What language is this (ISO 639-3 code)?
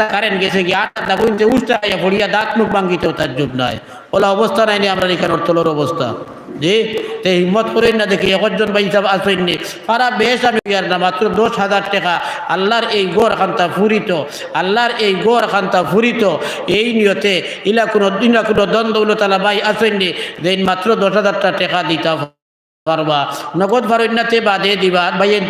syl